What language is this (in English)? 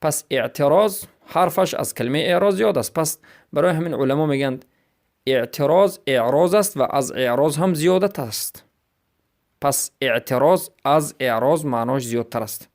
Persian